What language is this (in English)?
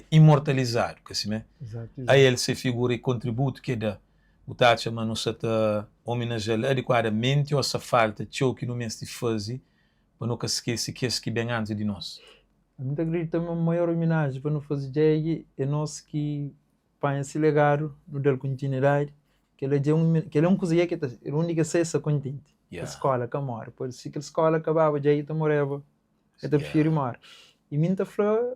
Kabuverdianu